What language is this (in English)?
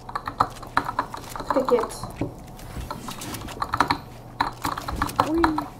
Portuguese